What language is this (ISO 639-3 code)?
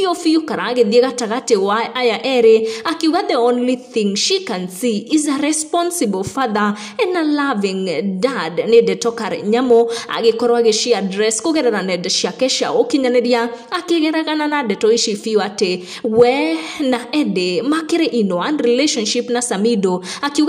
kik